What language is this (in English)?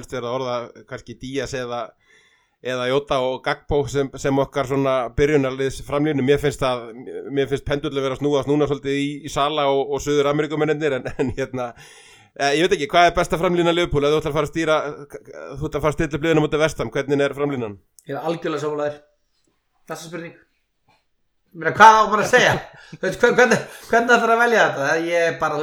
Icelandic